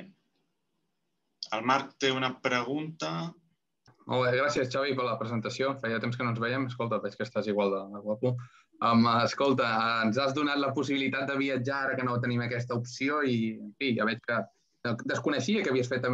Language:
Catalan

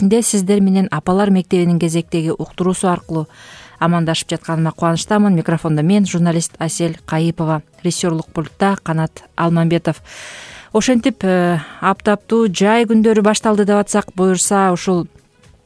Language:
Kyrgyz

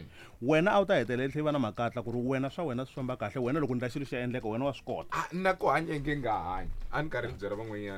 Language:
Tsonga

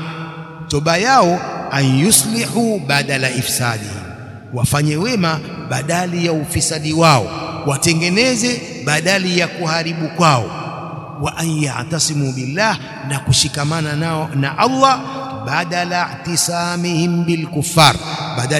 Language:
Swahili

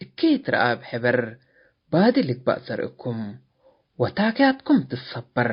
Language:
Tigre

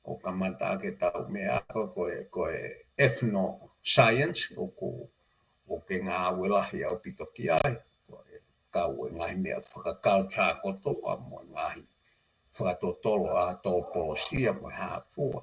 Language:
Tongan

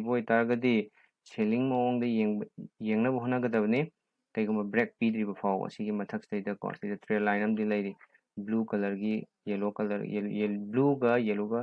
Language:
Manipuri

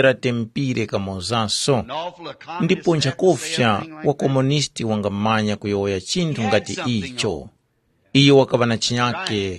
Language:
Tumbuka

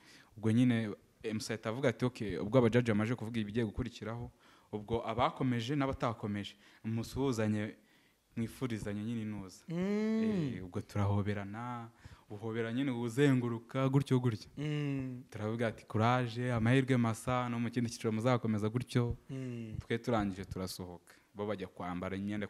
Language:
Kinyarwanda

